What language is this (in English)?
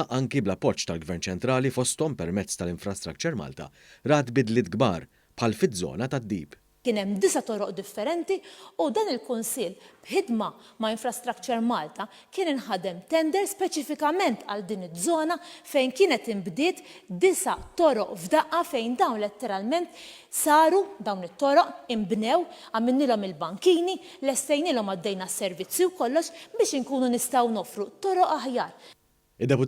Maltese